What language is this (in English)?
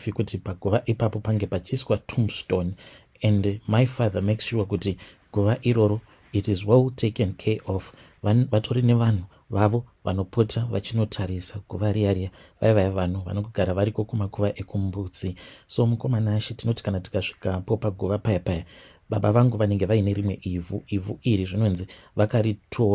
Shona